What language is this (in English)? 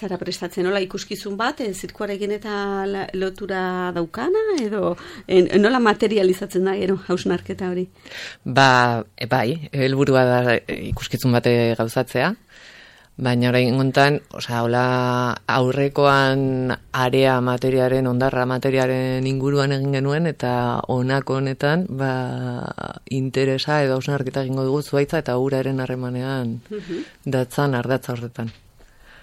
Basque